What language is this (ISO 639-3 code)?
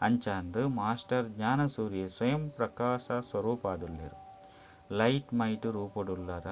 tcy